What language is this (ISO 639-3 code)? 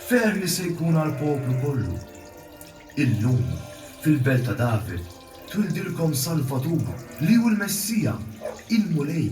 mlt